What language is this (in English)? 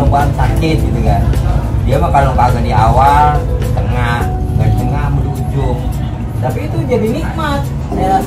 Betawi